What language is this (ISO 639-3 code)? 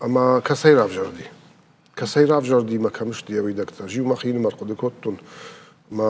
oss